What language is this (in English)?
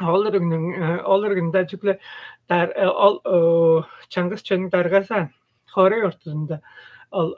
Tuvinian